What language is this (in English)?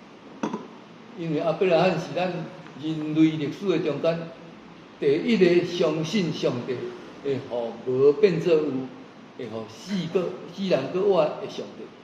Min Nan Chinese